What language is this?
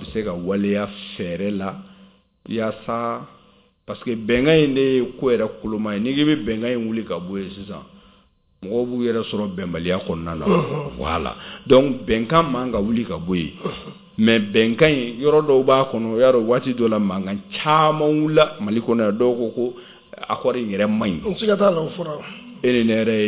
Bambara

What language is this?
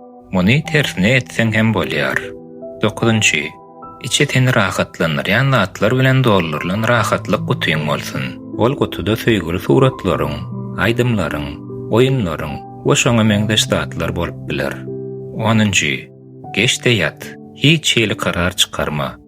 Turkmen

